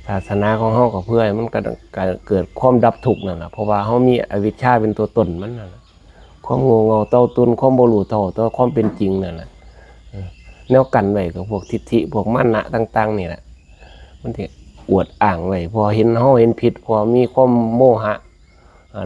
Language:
Northeastern Thai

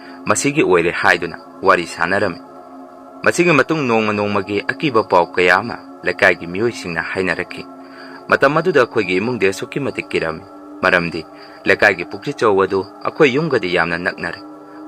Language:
Manipuri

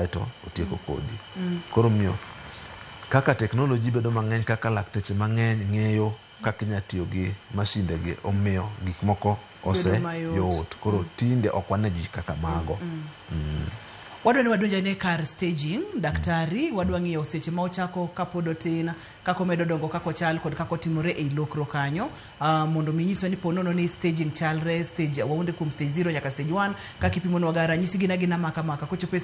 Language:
Luo (Kenya and Tanzania)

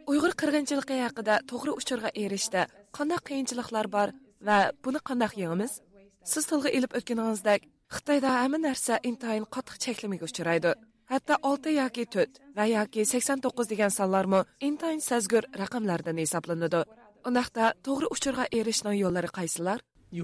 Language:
Uyghur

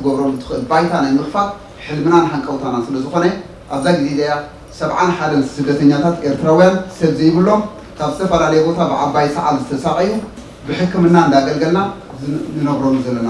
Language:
Tigrinya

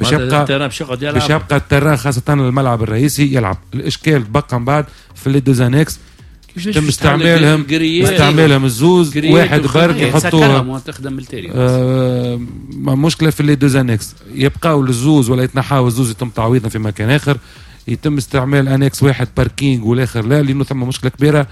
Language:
Tunisian Arabic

